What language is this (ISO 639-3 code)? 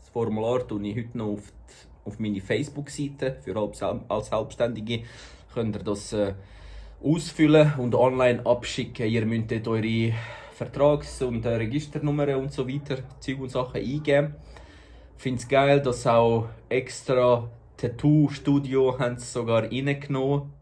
gsw